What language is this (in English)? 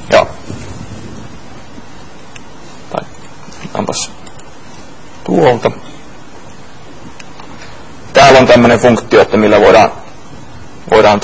Finnish